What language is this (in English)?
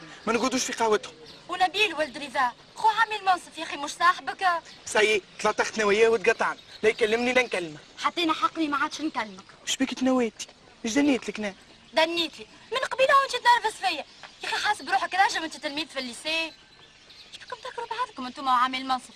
Tunisian Arabic